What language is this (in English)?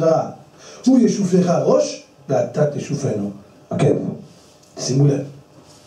Hebrew